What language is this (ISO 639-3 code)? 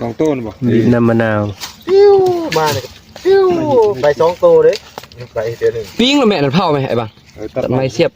tts